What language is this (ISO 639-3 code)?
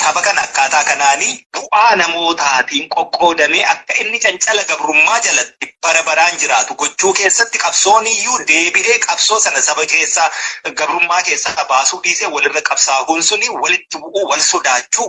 orm